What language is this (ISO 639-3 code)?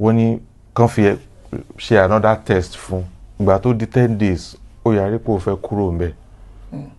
yor